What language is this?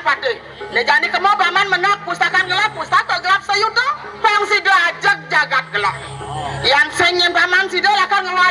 Balinese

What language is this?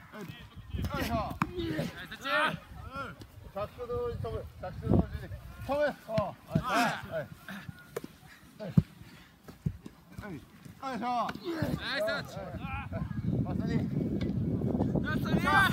Japanese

